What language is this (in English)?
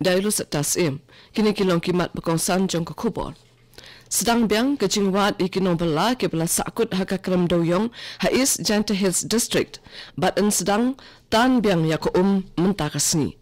Khasi